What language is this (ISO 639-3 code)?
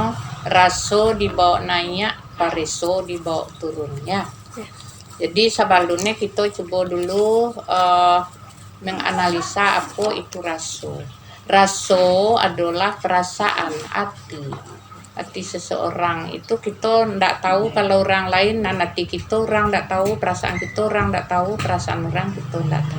min